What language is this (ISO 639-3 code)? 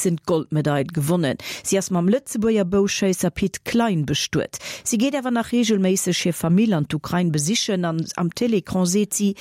ltz